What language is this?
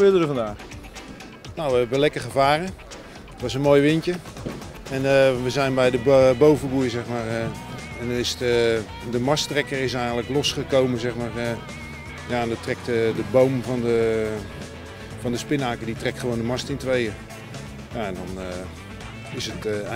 Dutch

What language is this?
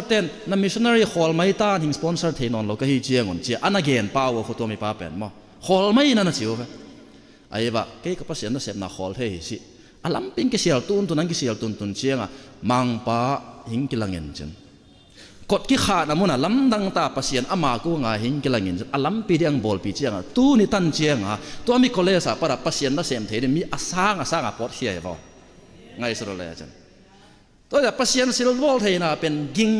Tedim Chin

